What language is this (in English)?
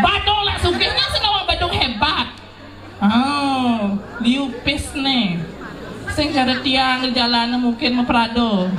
Balinese